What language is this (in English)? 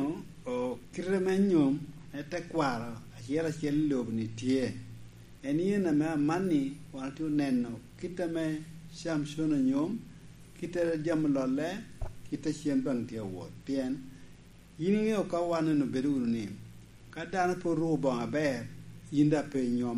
Lango (Uganda)